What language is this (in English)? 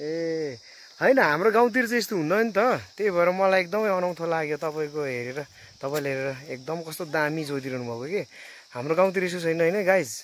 Nepali